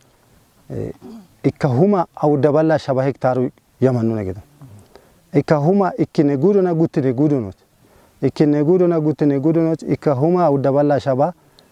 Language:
Kafa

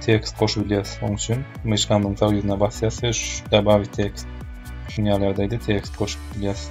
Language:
Turkmen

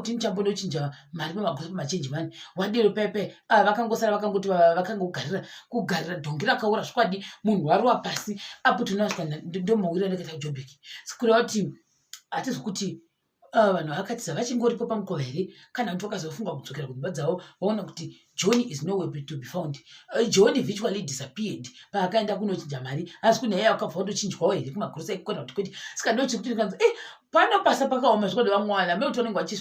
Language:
Shona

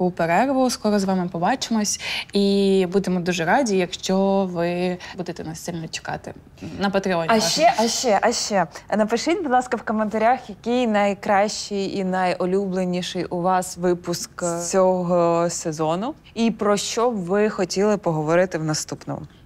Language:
Ukrainian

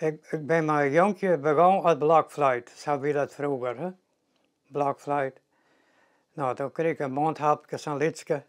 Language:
Western Frisian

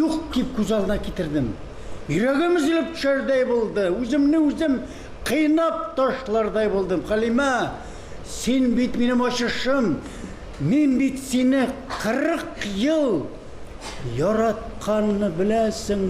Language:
Tatar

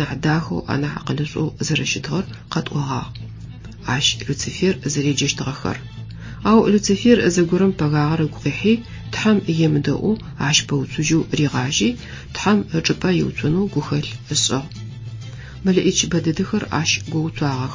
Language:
Adyghe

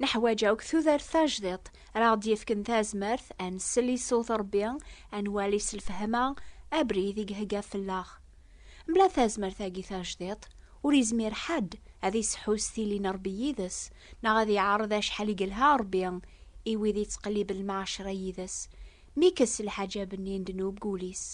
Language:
Kabyle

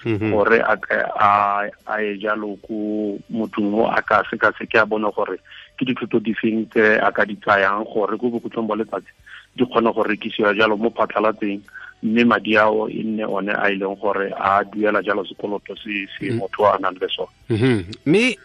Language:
Tswana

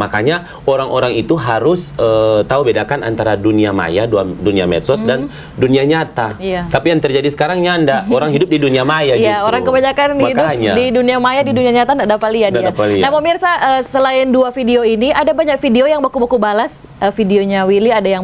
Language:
Manado Malay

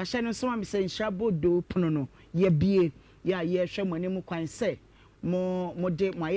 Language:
Akan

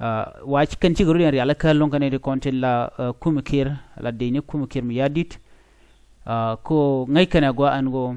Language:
Nuer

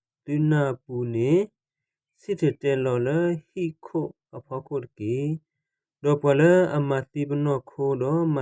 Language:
S'gaw Karen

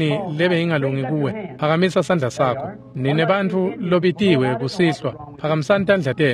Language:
Swati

